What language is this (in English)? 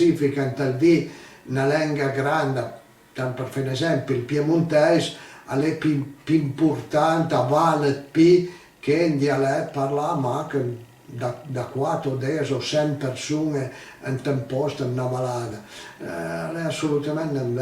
Piedmontese